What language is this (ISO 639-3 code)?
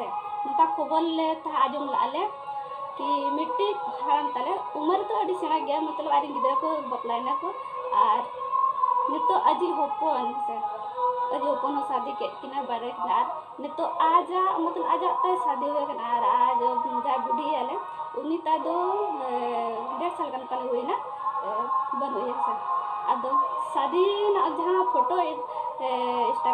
sat